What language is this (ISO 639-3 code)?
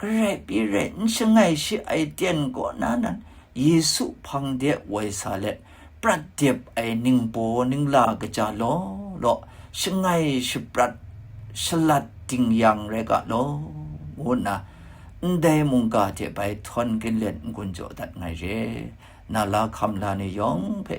kac